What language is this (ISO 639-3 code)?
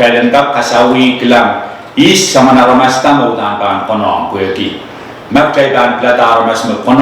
pon